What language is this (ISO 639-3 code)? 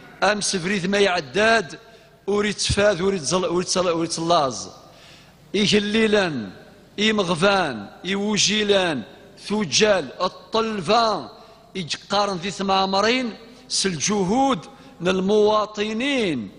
kab